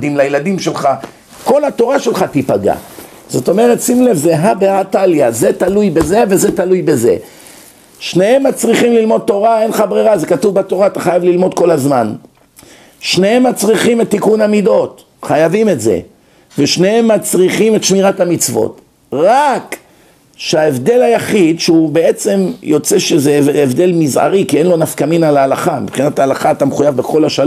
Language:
Hebrew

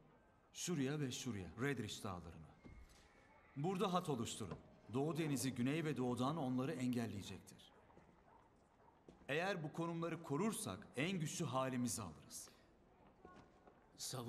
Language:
Turkish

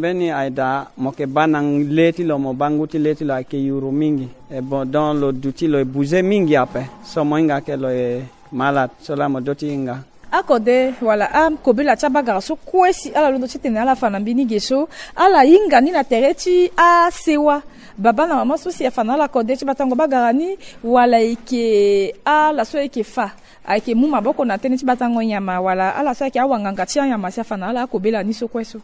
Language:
Sango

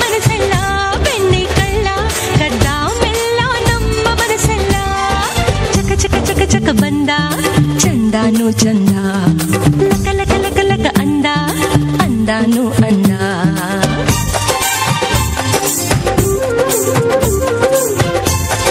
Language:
Kannada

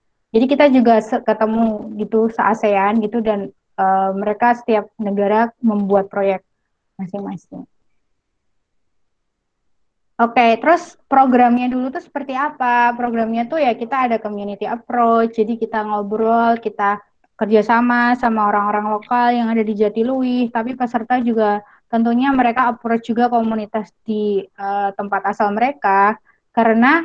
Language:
Indonesian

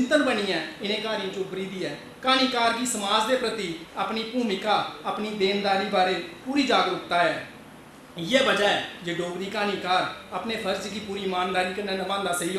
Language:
Dogri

